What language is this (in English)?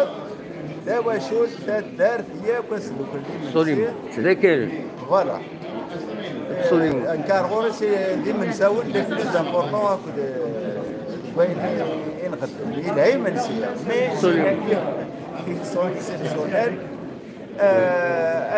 Kabyle